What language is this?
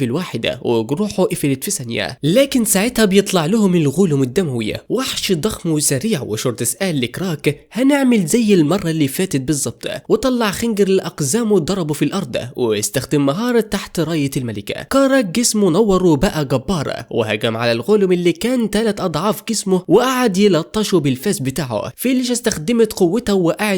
Egyptian Arabic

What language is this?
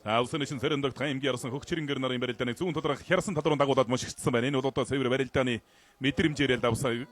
Mongolian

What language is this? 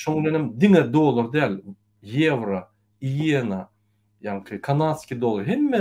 Turkmen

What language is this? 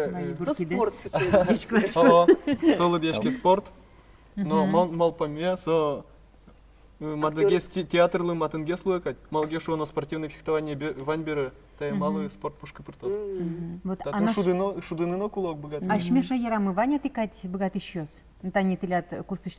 Udmurt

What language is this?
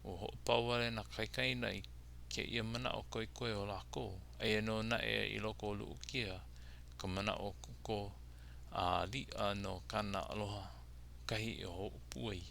Hawaiian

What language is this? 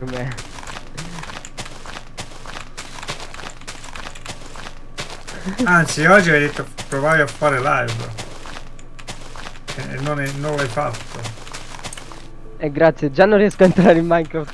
Italian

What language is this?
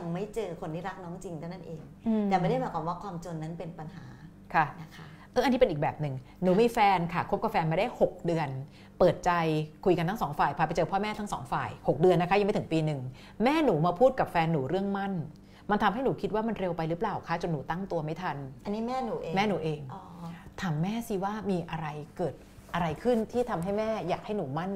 Thai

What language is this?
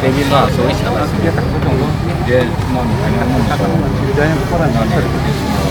Kok Borok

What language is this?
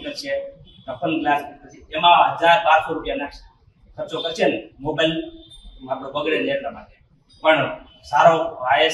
Gujarati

